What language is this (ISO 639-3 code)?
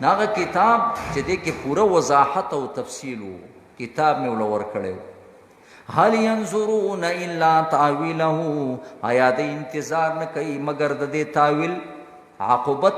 pus